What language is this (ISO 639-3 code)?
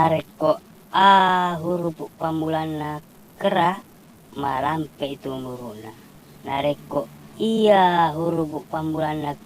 bug